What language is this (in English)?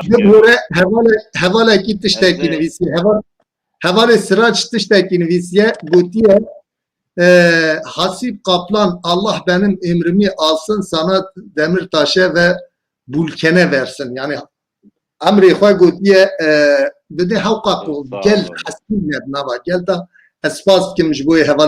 Kurdish